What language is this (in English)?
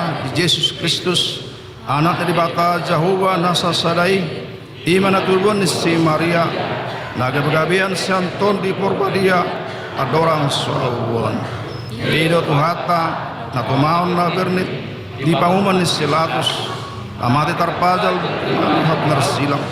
Batak Toba